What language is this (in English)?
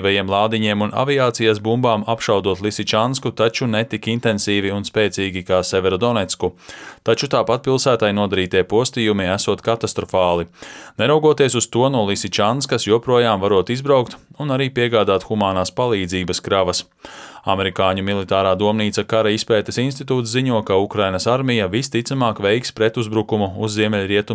Latvian